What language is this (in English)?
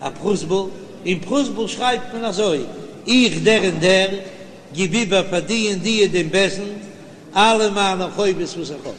Yiddish